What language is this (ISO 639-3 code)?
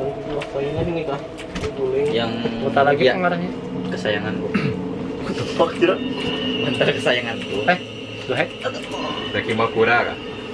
bjn